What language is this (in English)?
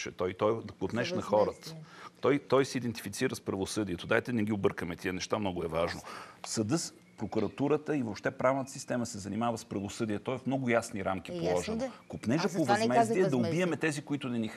Bulgarian